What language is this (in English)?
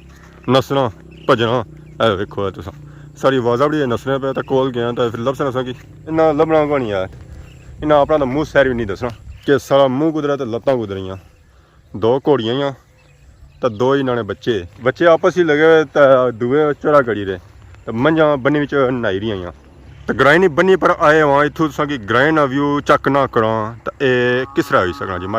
Pahari-Potwari